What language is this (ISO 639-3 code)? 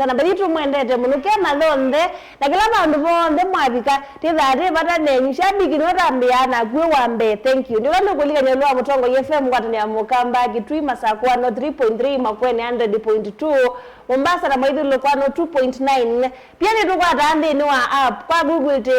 kam